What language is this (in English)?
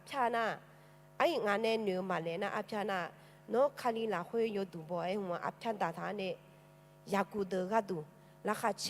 Akha